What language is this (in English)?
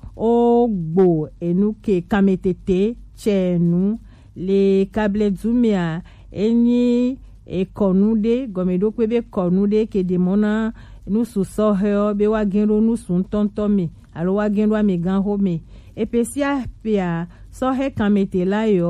Gen